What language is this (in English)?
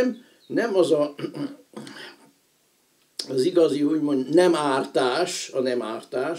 Hungarian